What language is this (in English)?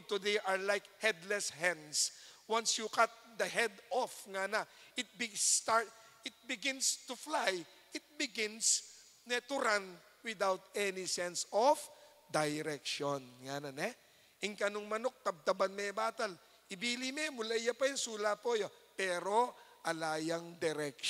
Pampanga